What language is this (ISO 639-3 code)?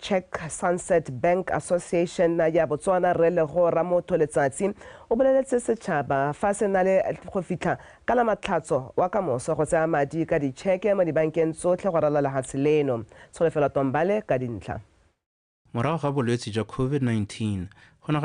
tsn